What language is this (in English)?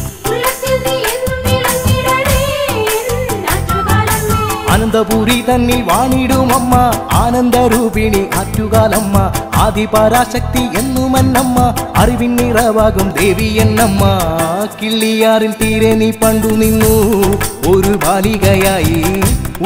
Malayalam